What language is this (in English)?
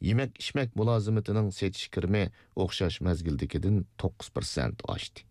Uyghur